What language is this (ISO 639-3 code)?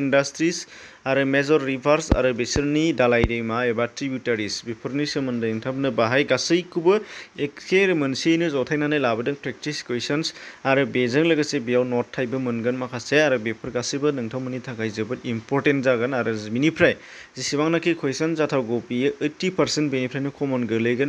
brx